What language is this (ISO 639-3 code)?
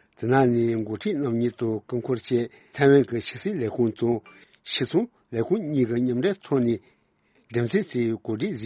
bod